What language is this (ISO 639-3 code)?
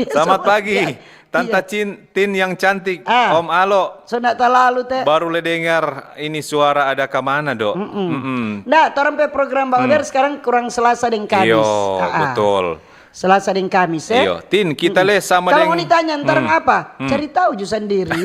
xmm